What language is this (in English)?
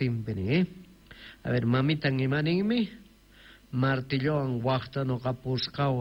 South Bolivian Quechua